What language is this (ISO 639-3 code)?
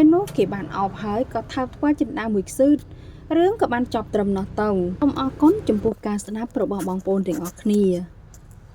khm